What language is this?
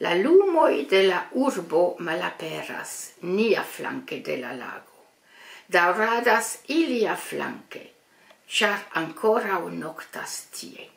Esperanto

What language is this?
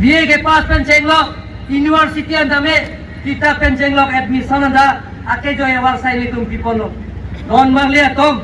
Karbi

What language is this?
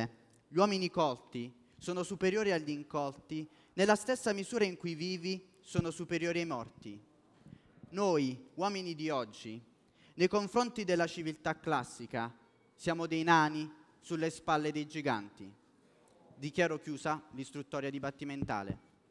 Italian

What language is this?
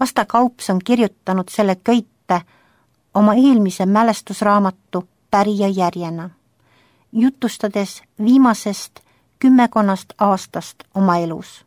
Estonian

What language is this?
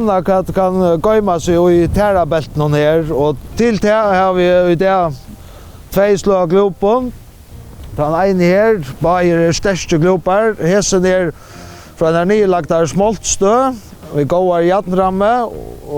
Faroese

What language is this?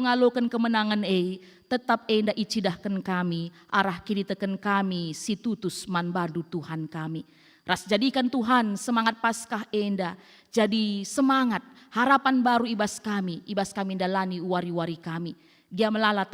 Batak Karo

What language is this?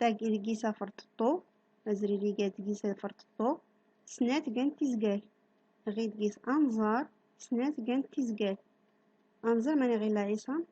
Central Atlas Tamazight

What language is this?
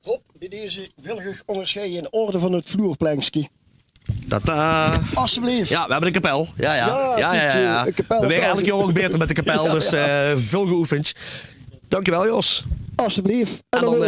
Limburgish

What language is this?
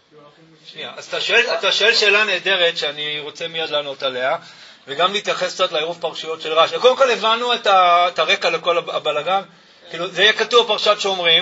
Hebrew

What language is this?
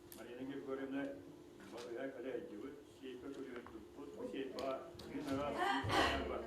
Yakut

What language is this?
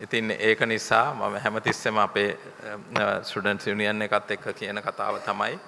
Sinhala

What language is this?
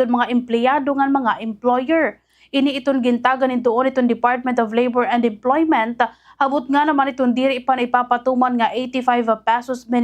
Waray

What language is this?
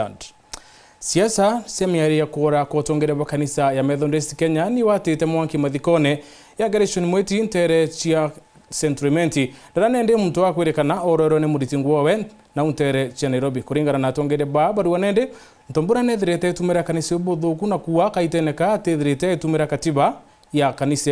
Meru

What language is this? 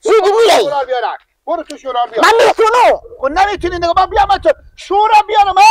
Persian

